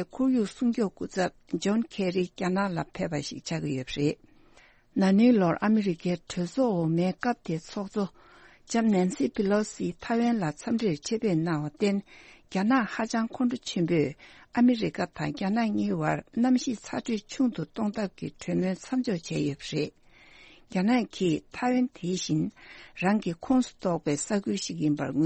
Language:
Tibetan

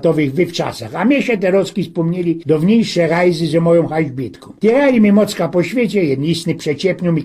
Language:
Silesian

